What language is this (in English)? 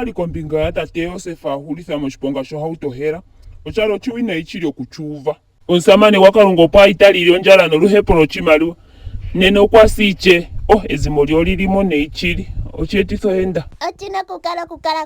Ndonga